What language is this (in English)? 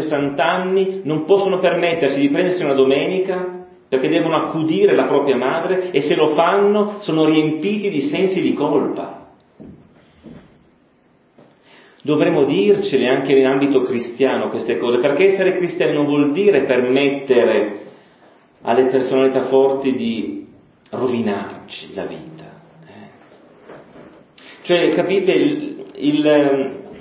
Italian